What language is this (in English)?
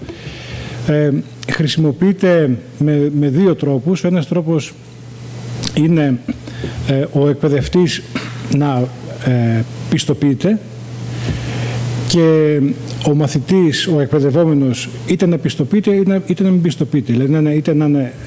Greek